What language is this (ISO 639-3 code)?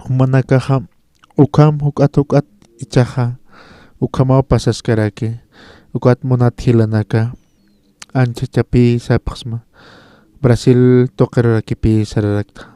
aym